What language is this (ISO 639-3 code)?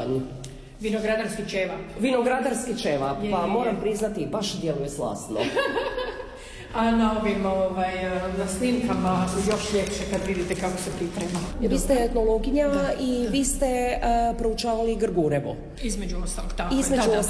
hrv